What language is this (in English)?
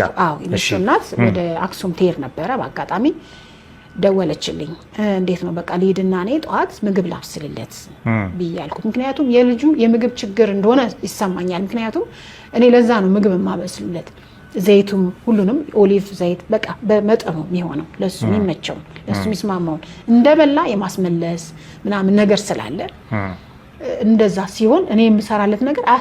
Amharic